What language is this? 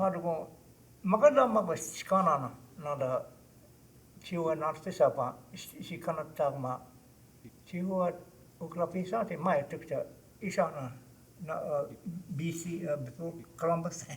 Choctaw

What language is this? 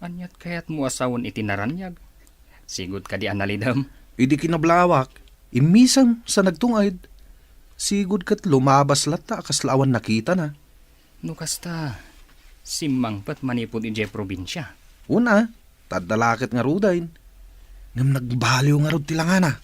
Iloko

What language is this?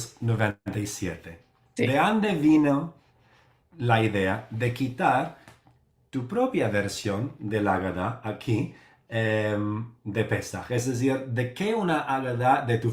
Ladino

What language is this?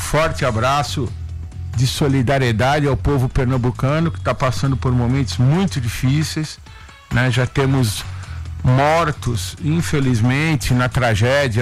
Portuguese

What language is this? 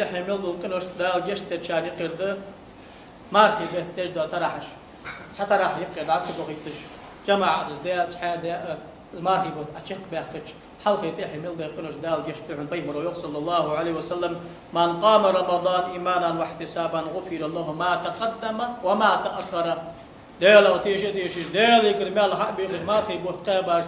Ingush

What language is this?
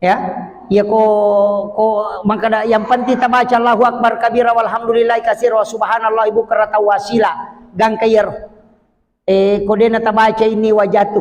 Buginese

